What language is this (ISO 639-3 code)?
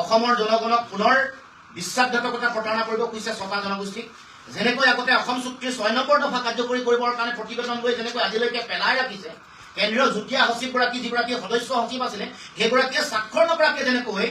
asm